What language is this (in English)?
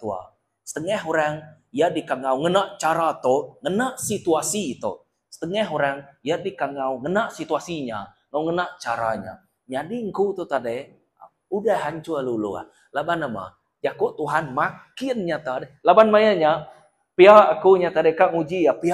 Iban